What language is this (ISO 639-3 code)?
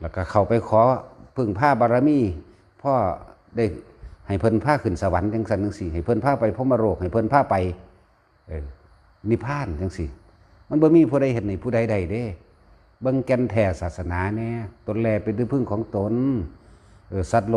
tts